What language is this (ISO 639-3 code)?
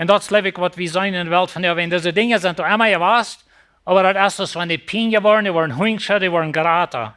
pdt